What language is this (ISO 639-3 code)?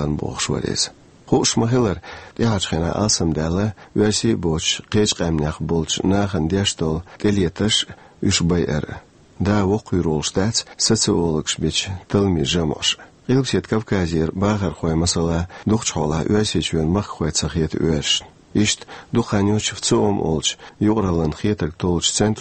che